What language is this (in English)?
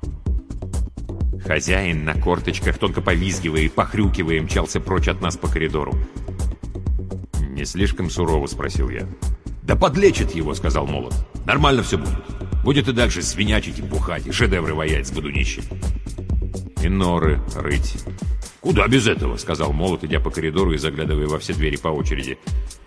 Russian